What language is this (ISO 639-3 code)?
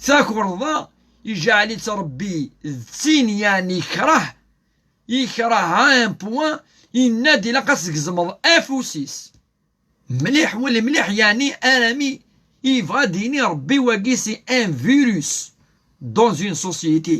kab